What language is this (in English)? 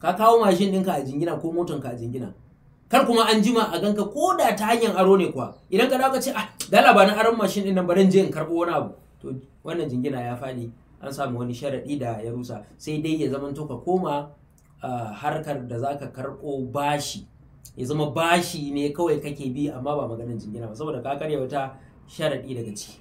Hausa